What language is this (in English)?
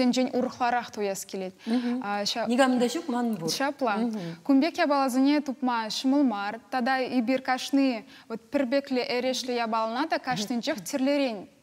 Chuvash